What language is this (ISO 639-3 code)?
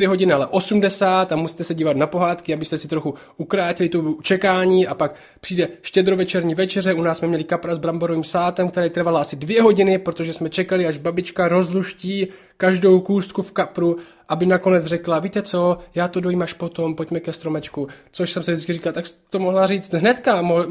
ces